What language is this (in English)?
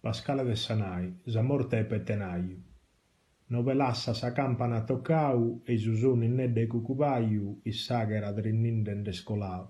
Sardinian